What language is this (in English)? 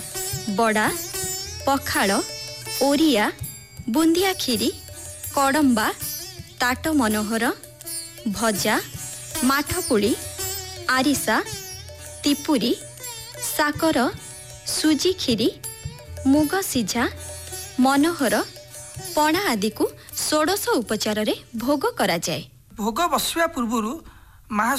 Odia